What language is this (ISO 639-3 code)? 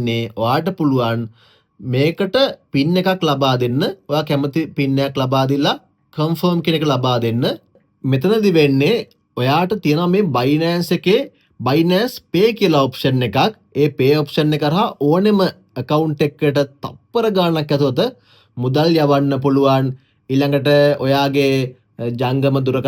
sin